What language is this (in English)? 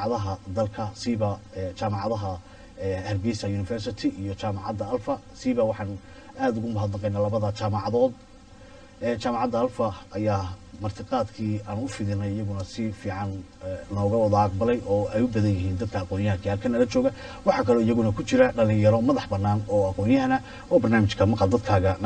Somali